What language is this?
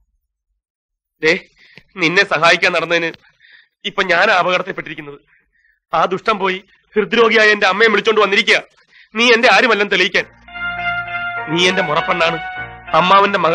Malayalam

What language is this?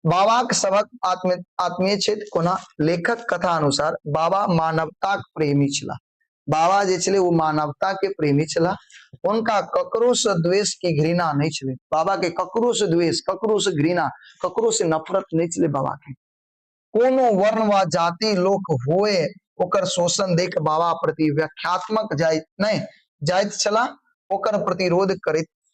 Maithili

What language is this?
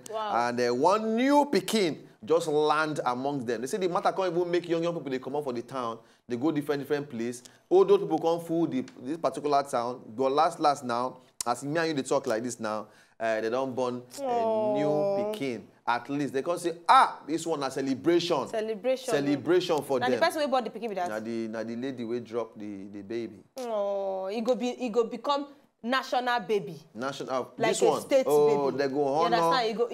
Nigerian Pidgin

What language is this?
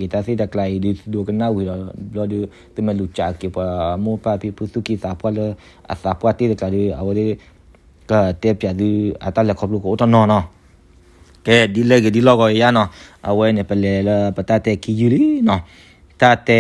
S'gaw Karen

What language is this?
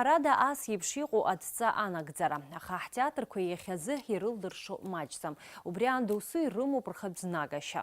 Abkhazian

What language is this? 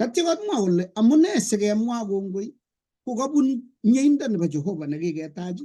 Kalenjin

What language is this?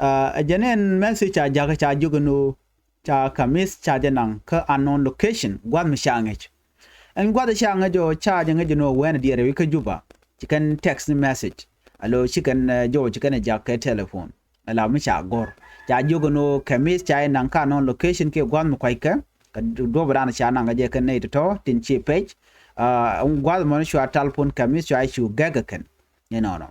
Nuer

